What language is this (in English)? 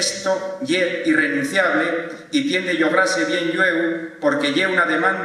Asturian